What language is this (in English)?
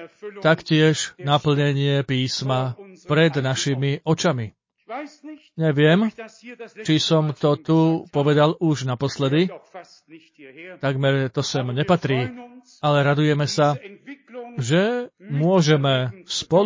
Slovak